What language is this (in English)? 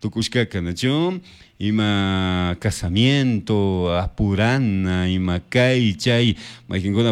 Chimborazo Highland Quichua